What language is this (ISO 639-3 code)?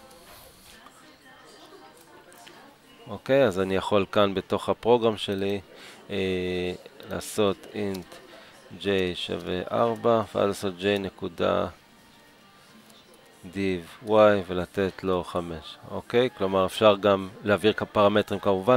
heb